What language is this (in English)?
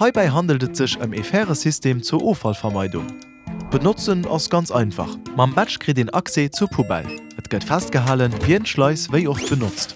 Luxembourgish